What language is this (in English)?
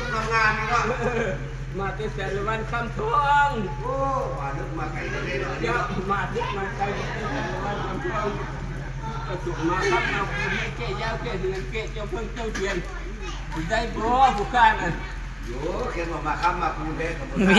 Lao